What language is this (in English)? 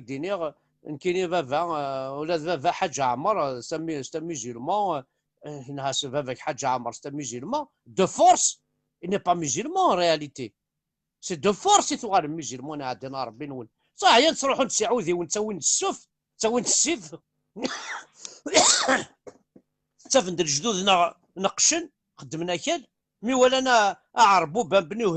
Kabyle